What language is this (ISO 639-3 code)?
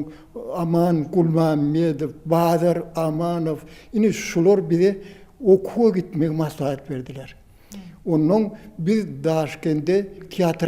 tuk